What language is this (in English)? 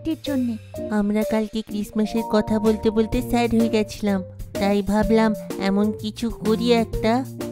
Bangla